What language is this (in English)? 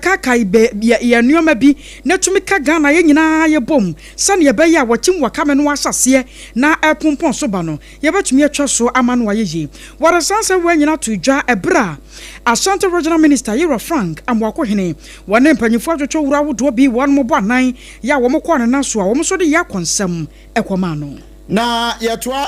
Akan